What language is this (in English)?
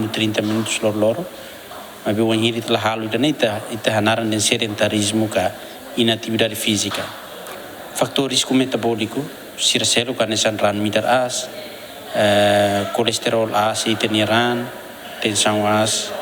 Tetum